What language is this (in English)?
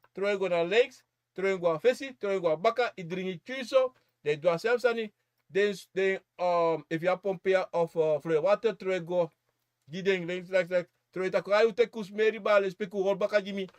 Sranan Tongo